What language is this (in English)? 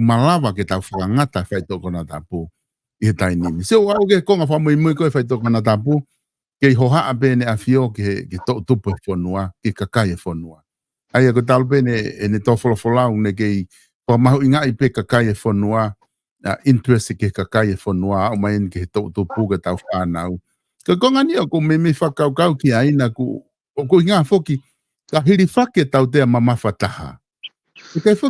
Tongan